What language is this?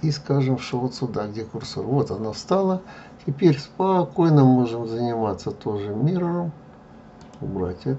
Russian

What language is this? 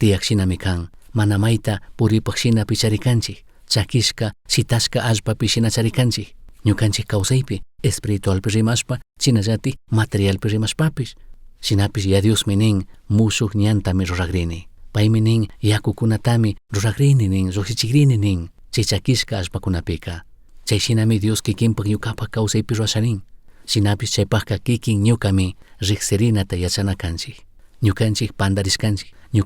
Chimborazo Highland Quichua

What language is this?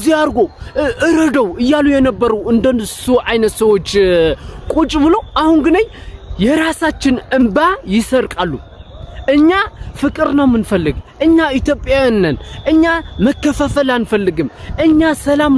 Amharic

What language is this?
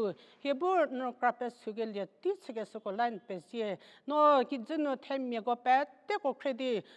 Angami Naga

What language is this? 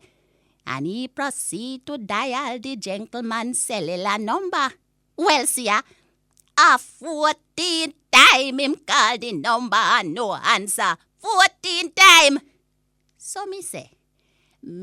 Jamaican Creole English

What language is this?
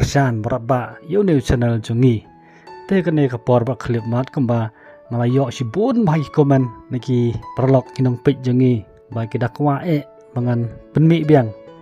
Khasi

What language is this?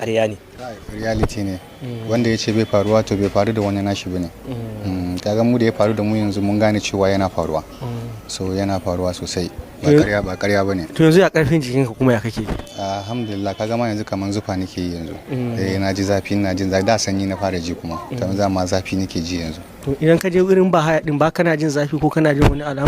Hausa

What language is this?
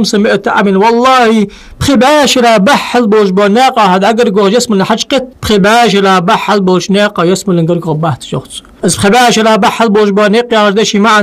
Ingush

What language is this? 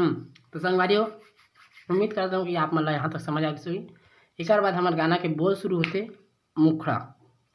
Chhattisgarhi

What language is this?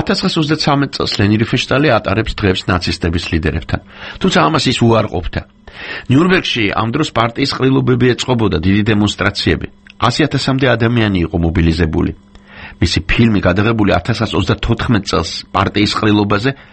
Georgian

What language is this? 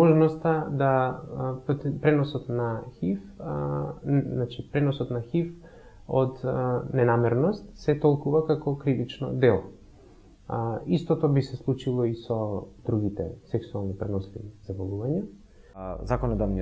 Macedonian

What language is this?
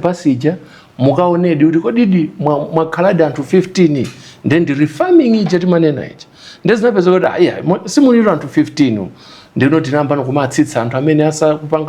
Nyanja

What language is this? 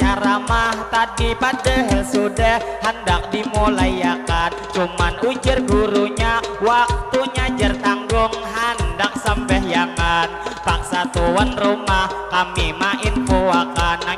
Banjar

